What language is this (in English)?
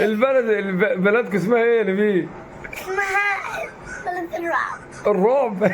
Egyptian Arabic